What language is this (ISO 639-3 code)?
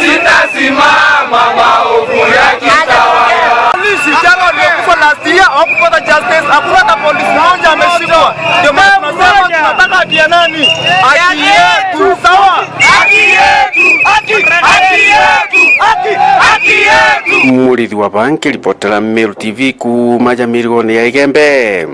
mer